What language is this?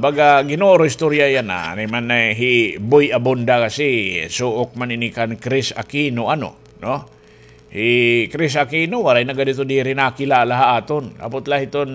Waray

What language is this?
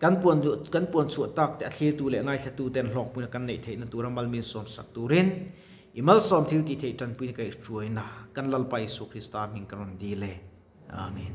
Mizo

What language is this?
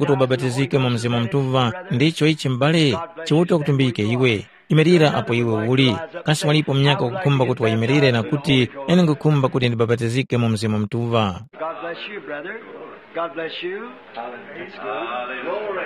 Tumbuka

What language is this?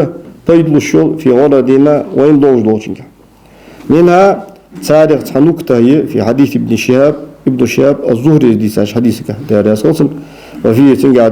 Ingush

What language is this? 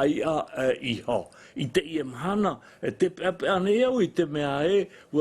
Tahitian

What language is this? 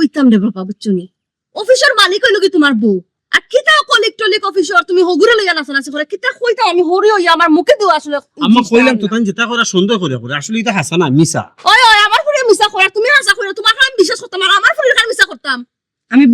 Sylheti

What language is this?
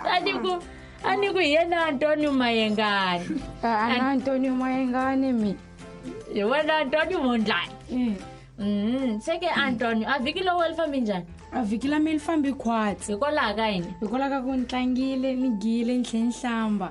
Tsonga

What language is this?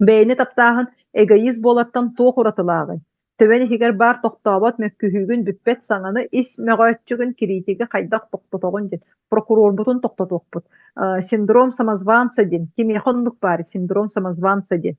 Yakut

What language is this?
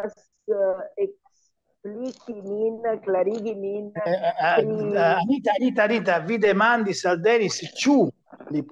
Esperanto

